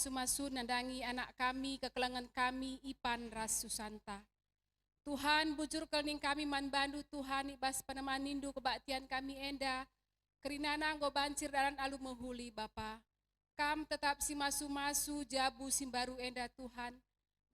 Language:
Batak Karo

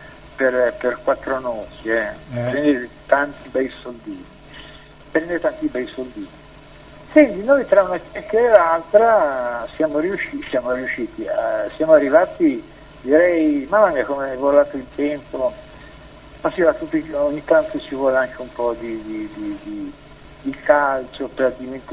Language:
Italian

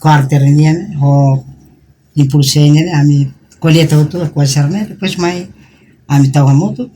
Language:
Tetum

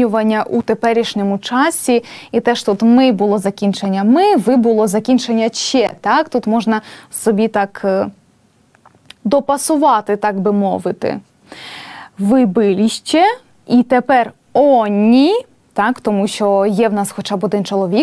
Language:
Ukrainian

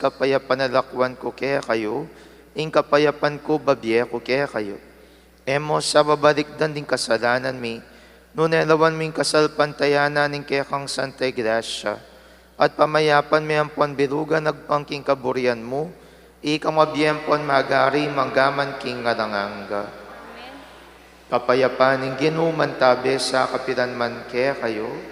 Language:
Pampanga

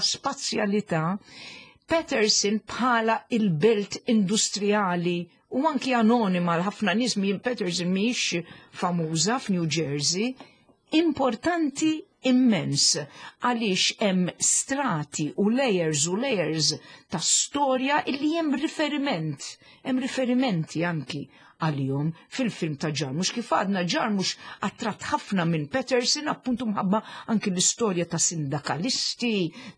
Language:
Maltese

